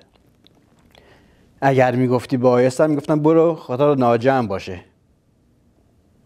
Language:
Persian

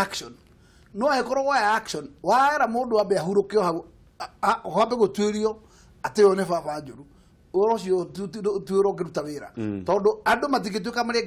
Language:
Kikuyu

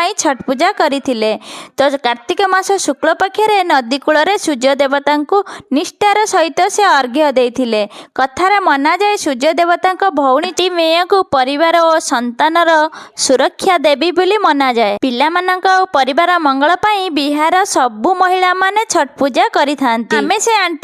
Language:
Odia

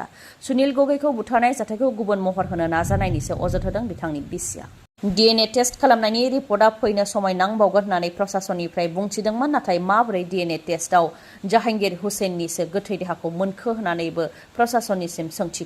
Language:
Bodo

